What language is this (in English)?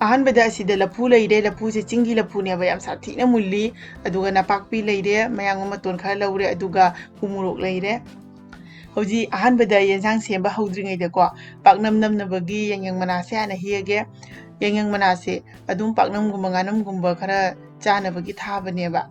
Manipuri